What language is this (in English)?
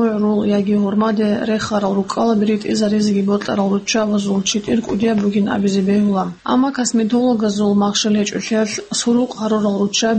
Avaric